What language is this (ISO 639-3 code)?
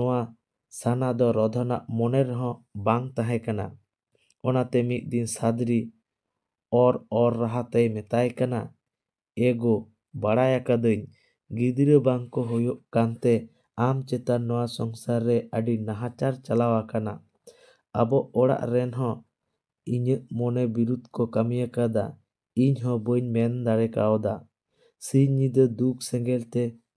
sat